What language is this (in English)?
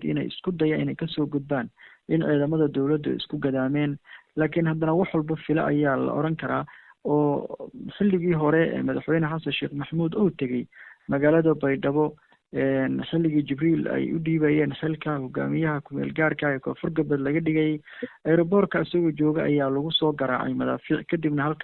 Somali